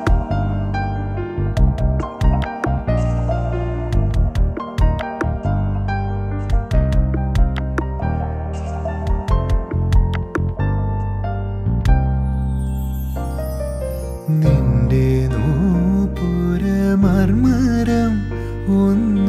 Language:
Malayalam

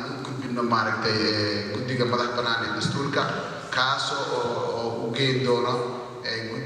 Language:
Somali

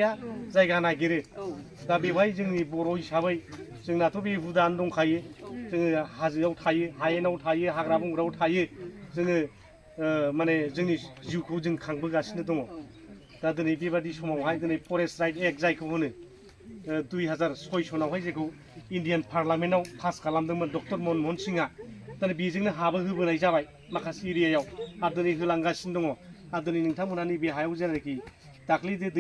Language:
Bodo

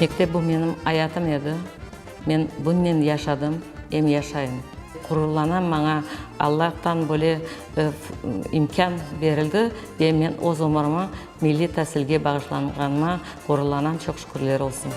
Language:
Crimean Tatar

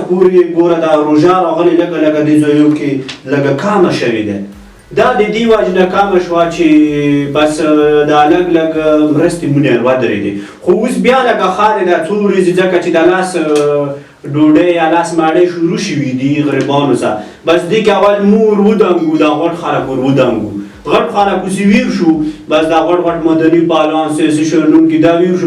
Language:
Pashto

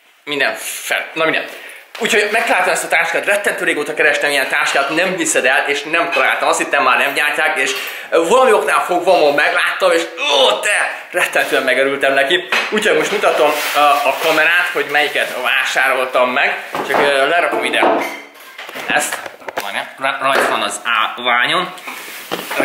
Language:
Hungarian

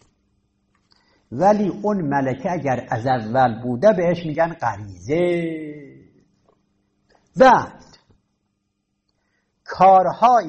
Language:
Persian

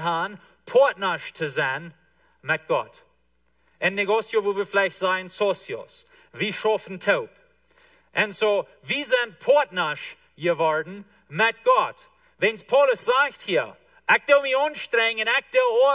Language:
Plautdietsch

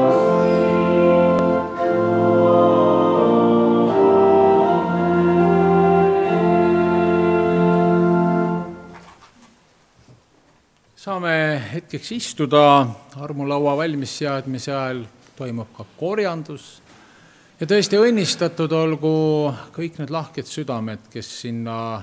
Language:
Estonian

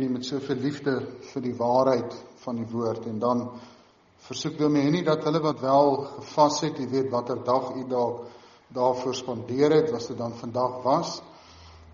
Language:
Afrikaans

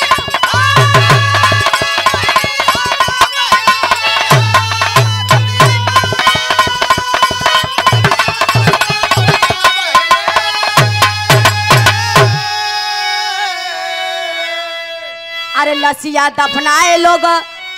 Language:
Bhojpuri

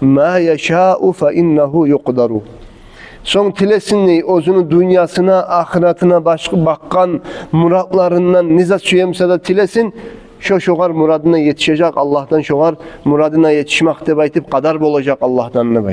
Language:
Kumyk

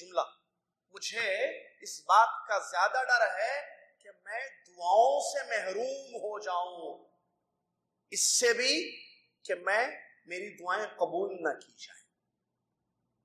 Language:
Urdu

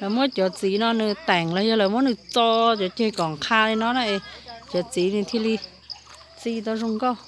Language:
Hmong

